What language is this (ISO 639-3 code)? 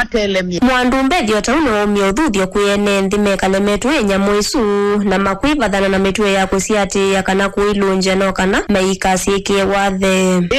kam